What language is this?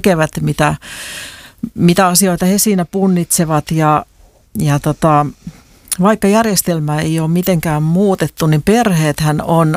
Finnish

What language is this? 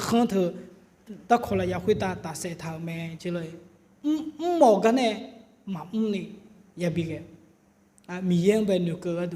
Akha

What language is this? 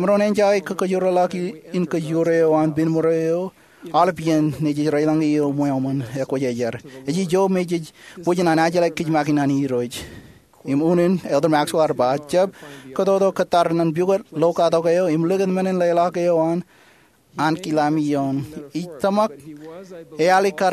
Marshallese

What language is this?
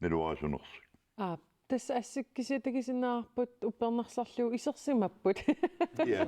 Kalaallisut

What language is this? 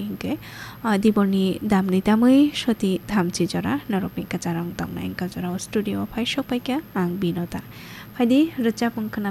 Kok Borok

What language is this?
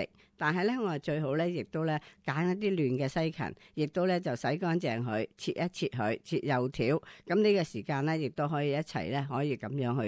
Cantonese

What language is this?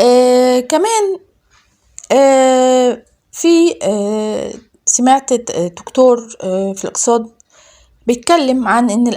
Egyptian Arabic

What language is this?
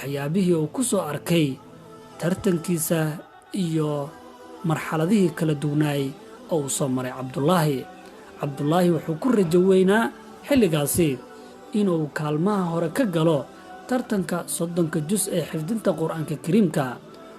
Somali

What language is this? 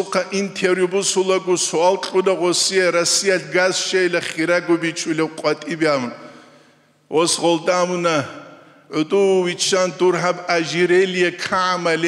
Avaric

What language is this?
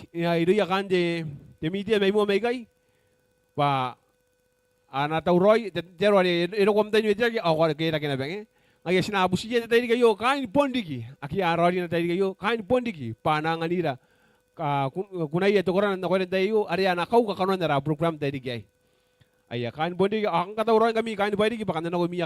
Gilbertese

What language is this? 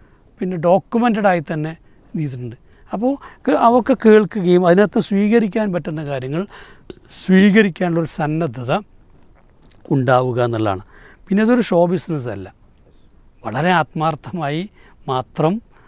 Malayalam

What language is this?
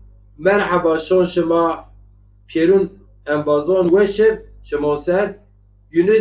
Zaza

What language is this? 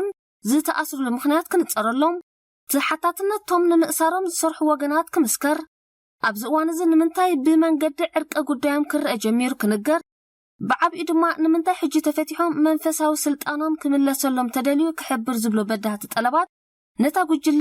Tigrinya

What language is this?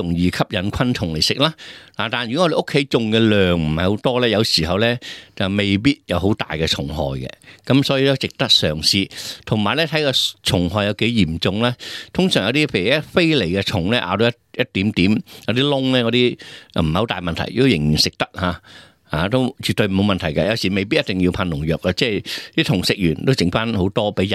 Cantonese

